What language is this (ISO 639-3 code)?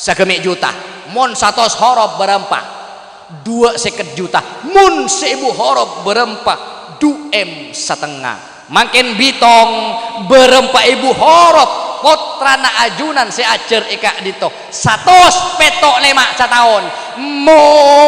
mad